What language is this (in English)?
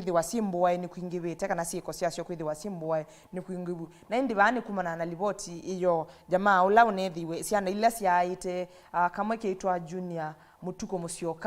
Kamba